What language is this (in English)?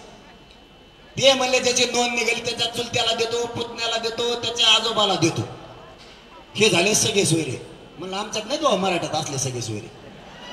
Marathi